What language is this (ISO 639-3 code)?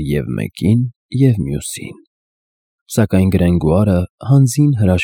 hye